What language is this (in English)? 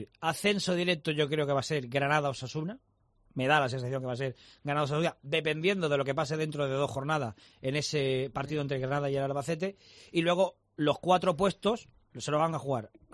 Spanish